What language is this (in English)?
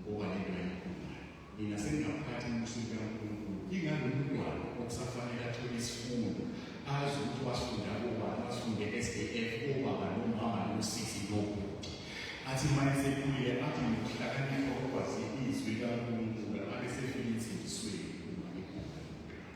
Zulu